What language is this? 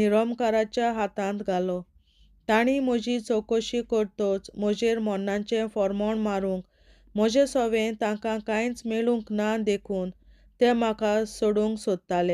Konkani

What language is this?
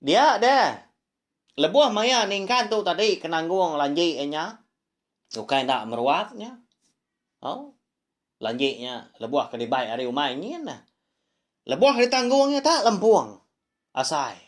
Iban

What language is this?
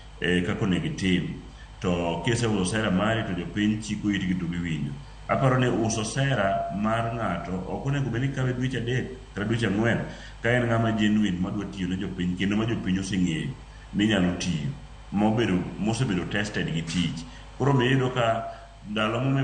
Luo (Kenya and Tanzania)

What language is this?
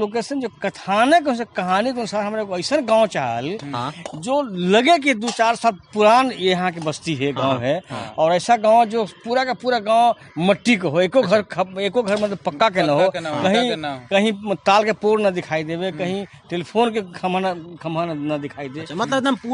Magahi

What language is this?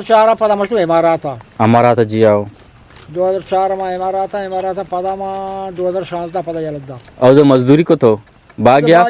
Eastern Balochi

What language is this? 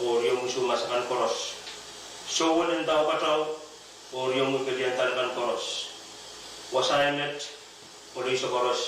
Pohnpeian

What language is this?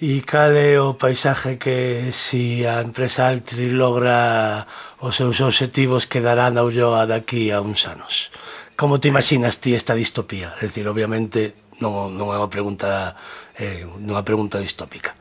Galician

